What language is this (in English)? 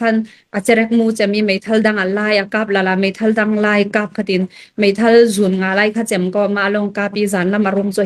Falam Chin